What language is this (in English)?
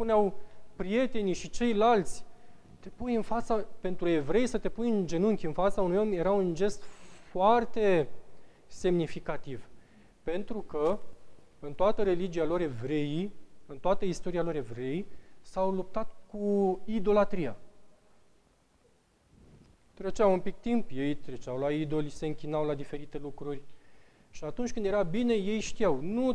Romanian